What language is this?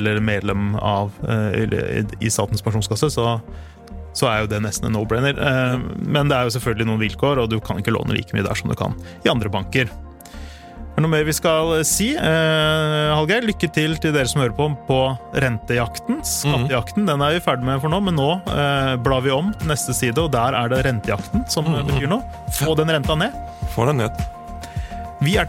Norwegian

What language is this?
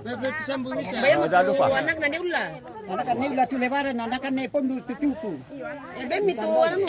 Toraja-Sa'dan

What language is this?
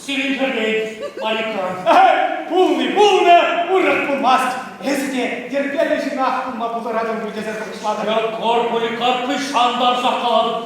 Chuvash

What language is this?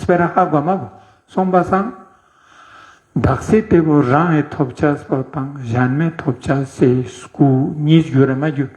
Ladakhi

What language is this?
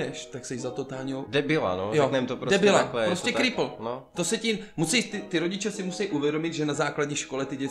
Czech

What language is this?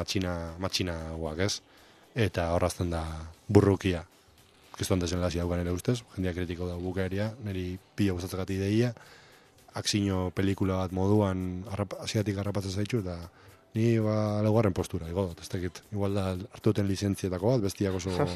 Basque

